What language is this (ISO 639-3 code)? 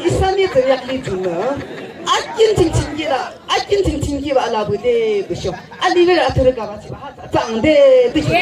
yim